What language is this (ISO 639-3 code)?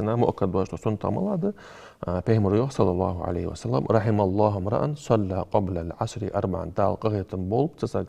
inh